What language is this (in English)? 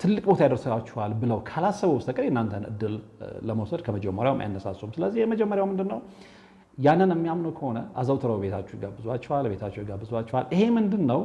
Amharic